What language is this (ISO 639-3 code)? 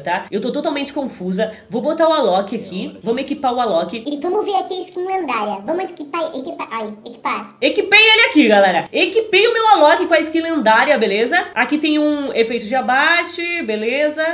por